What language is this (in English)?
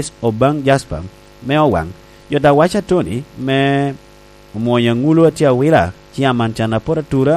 Lango (Uganda)